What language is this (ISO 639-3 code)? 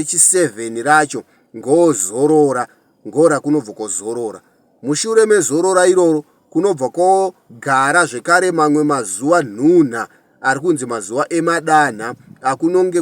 sna